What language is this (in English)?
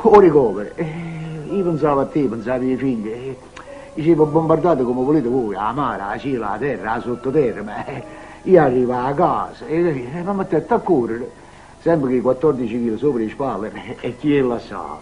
Neapolitan